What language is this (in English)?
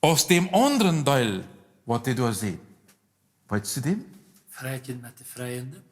Plautdietsch